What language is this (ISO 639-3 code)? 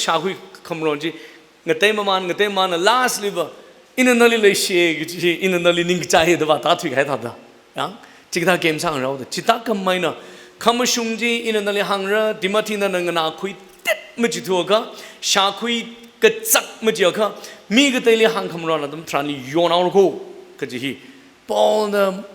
nmf